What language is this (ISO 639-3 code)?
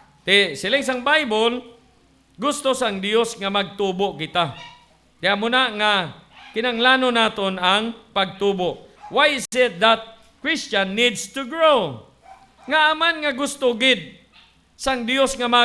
hil